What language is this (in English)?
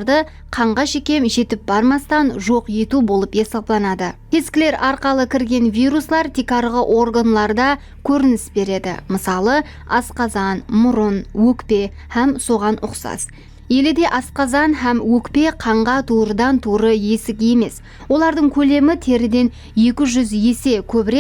Kara-Kalpak